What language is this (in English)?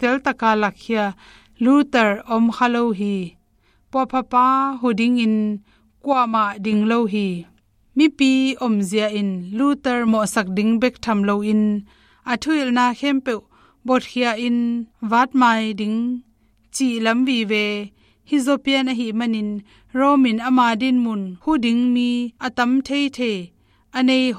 Tedim Chin